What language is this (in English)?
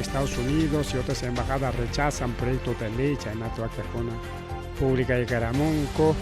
Ayacucho Quechua